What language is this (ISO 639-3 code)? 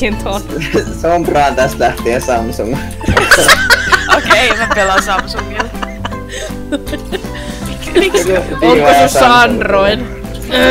fin